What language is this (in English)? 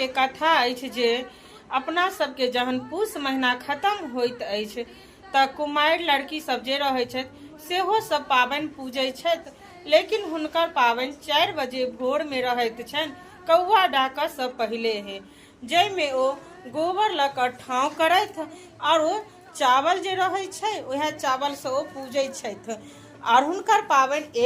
Maithili